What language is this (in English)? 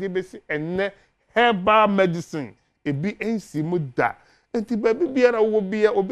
Akan